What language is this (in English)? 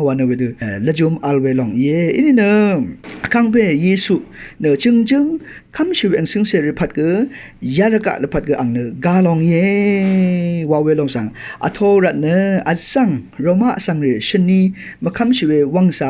Rawang